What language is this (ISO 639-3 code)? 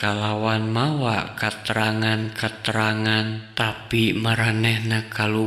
sun